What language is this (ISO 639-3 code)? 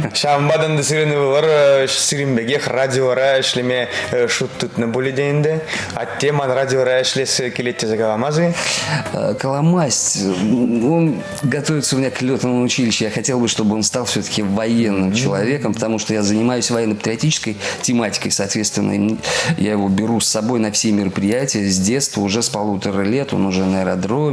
chv